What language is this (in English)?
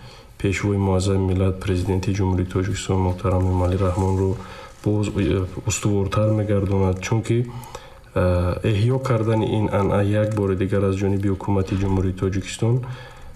Tajik